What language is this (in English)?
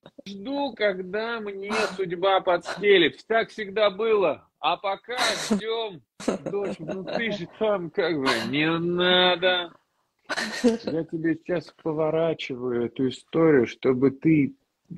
Russian